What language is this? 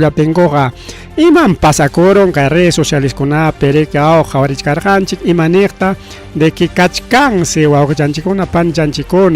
Ayacucho Quechua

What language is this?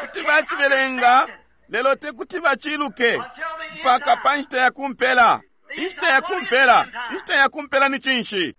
Bemba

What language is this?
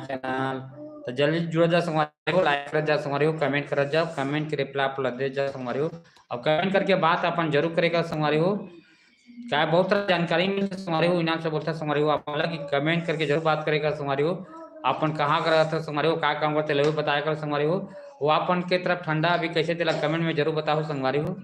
Chhattisgarhi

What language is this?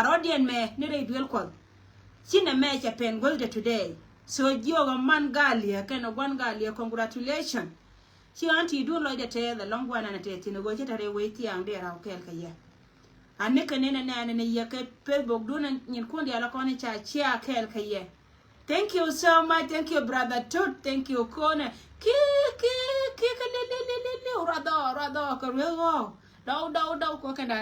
Nuer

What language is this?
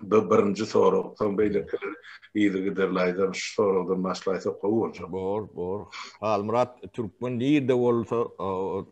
Turkmen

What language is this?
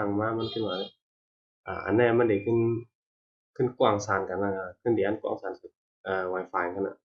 Shan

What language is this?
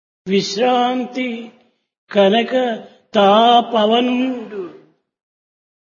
Telugu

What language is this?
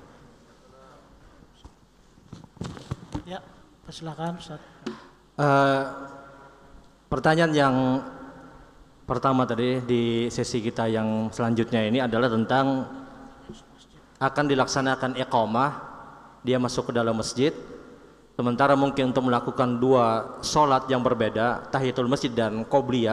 Indonesian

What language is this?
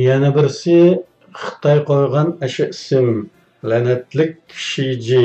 Uyghur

